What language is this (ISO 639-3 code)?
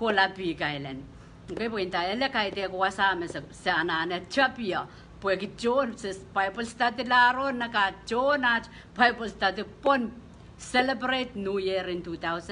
pon